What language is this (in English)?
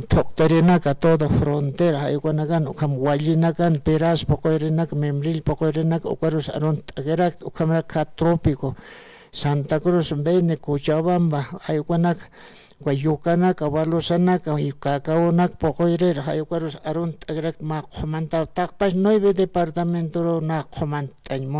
Aymara